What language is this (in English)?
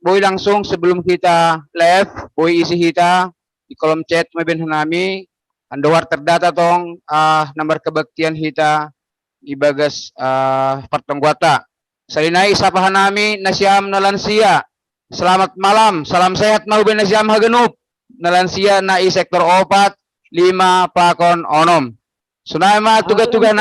Batak Simalungun